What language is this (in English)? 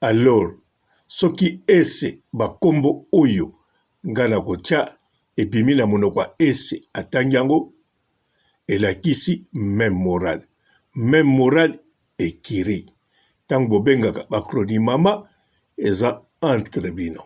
Lingala